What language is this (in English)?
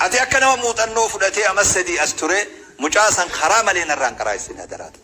Oromo